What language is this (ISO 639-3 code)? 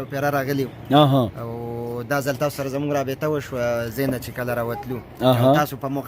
pus